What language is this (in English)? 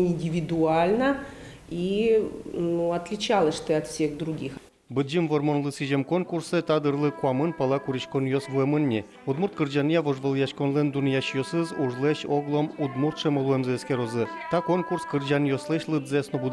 Udmurt